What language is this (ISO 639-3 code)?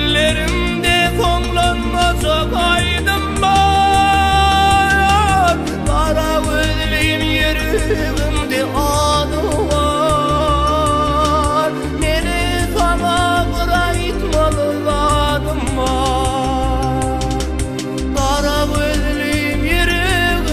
tuk